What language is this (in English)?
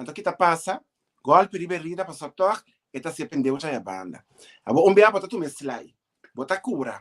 Papiamento